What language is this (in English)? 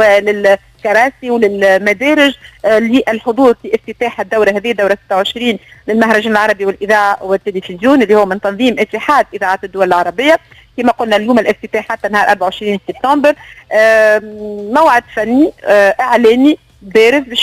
Tunisian Arabic